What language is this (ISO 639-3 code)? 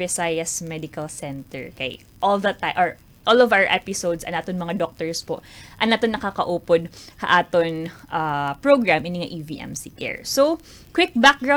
war